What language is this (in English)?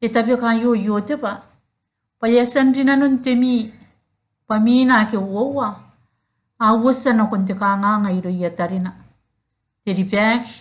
Gilbertese